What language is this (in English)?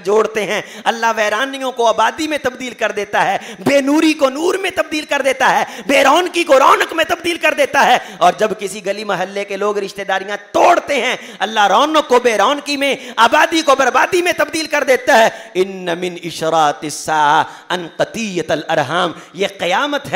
Urdu